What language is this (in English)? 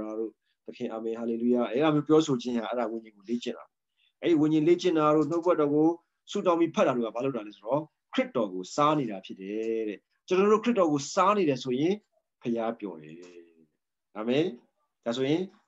Burmese